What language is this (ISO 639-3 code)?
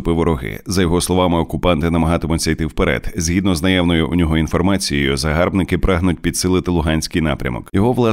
ukr